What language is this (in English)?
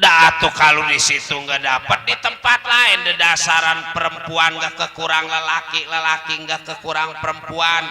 Betawi